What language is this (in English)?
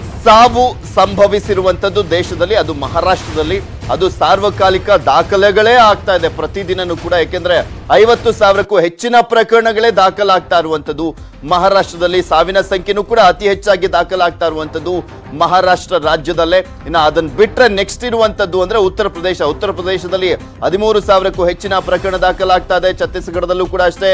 Kannada